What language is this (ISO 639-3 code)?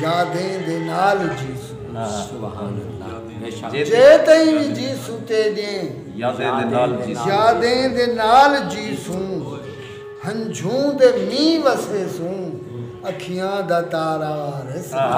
skr